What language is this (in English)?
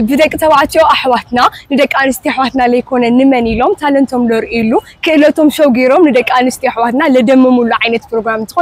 Tigrinya